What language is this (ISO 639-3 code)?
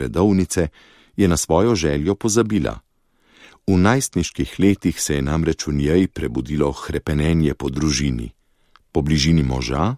slv